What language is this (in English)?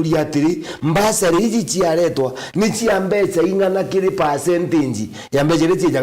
Meru